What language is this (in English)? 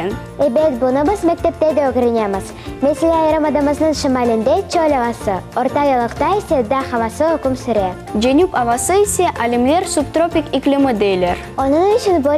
Crimean Tatar